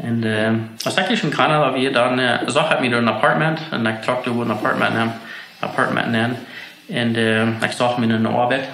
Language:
Plautdietsch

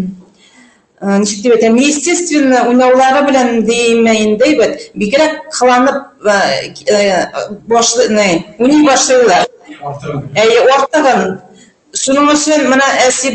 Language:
Bashkir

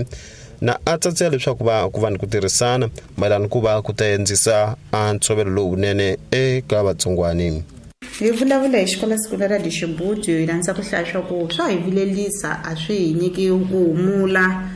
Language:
Tsonga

